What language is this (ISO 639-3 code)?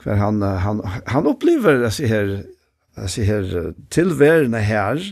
fao